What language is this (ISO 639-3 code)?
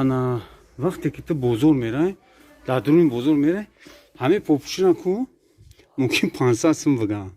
tgk